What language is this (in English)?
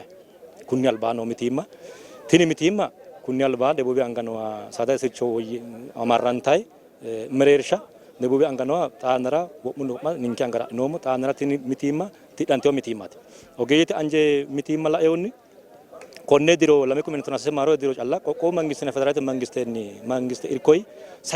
Sidamo